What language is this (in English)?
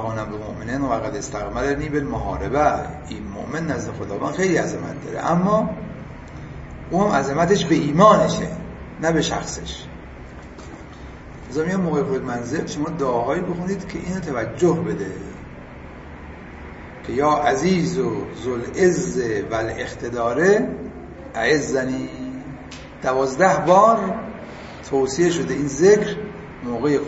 Persian